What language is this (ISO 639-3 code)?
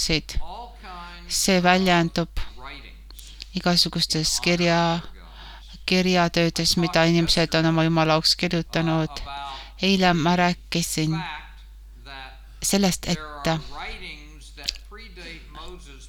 est